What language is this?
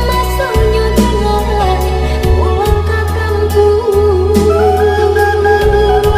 Minangkabau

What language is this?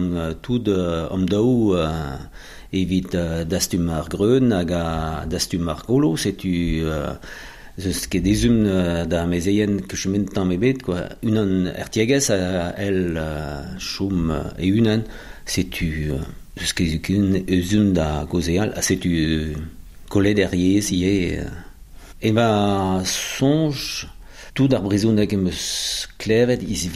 Breton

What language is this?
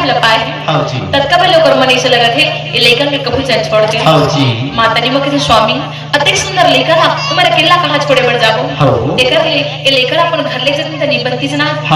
Chhattisgarhi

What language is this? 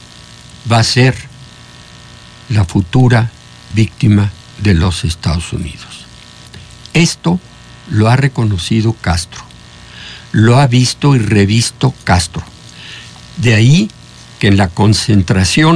Spanish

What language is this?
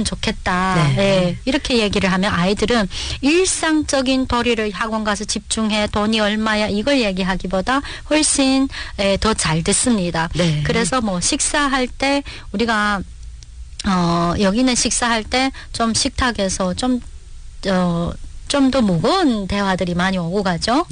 Korean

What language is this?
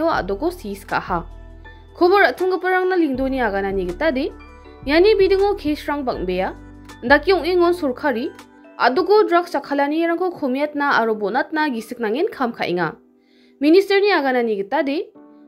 Garo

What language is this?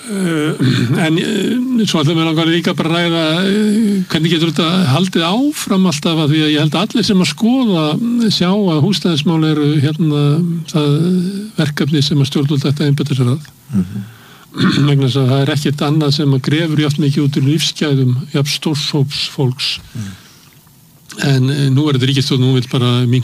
Icelandic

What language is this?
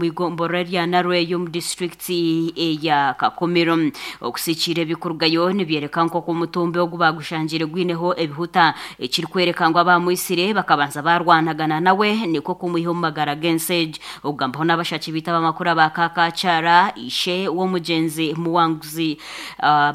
Nyankole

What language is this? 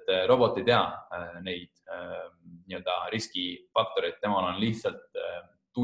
Estonian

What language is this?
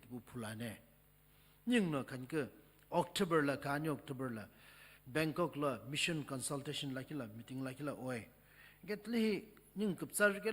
Sumi Naga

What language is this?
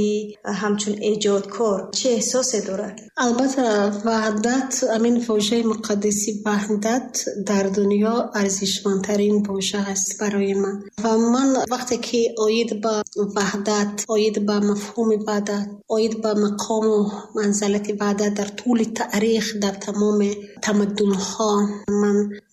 Tajik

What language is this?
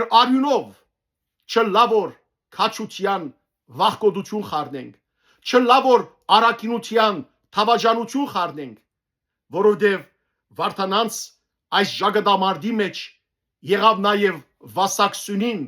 Western Armenian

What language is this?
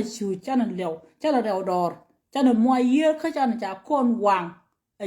Nuer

